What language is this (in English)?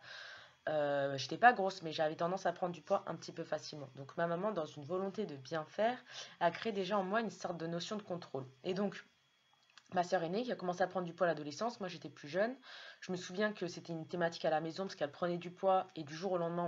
French